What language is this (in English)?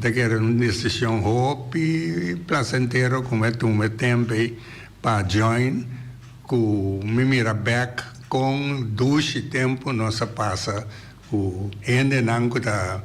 Papiamento